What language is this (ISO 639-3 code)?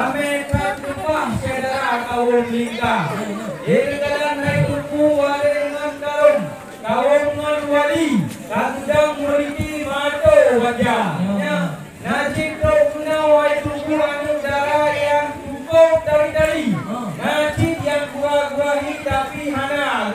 ace